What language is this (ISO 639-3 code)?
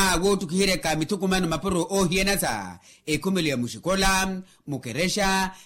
vmw